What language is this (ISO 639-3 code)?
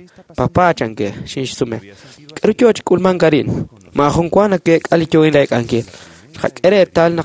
kek